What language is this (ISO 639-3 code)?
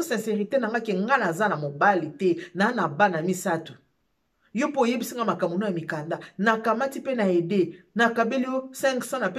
lin